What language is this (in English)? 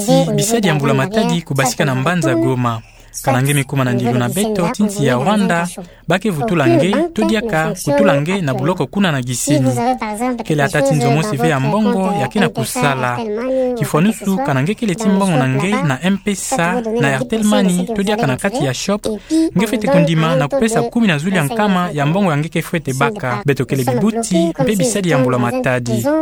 Kituba (Democratic Republic of Congo)